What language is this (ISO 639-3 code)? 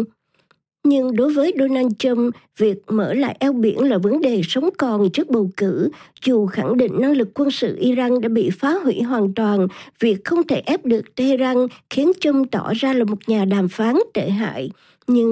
vie